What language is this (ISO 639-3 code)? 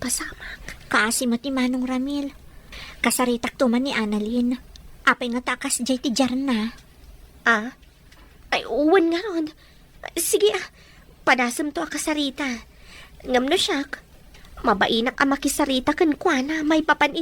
ilo